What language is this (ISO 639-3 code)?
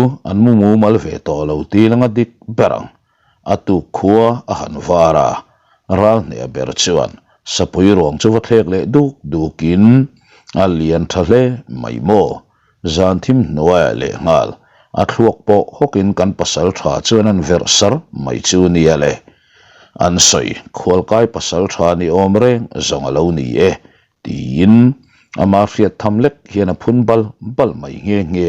lus